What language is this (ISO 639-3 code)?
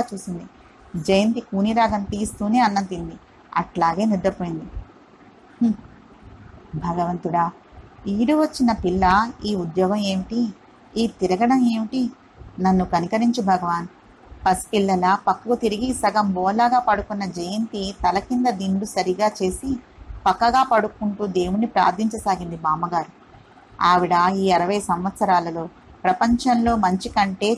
tel